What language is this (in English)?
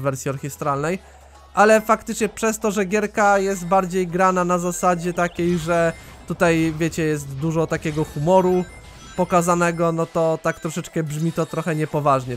Polish